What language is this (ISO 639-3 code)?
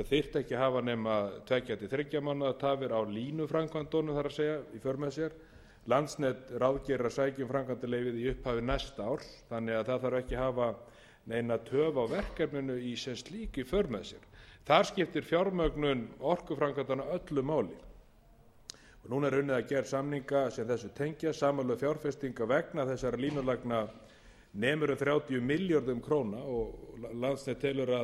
isl